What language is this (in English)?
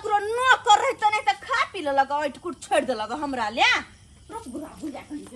Maithili